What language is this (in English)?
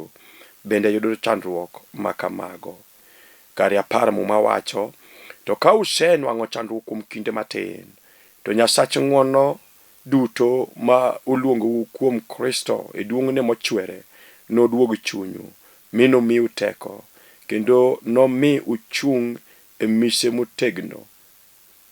Luo (Kenya and Tanzania)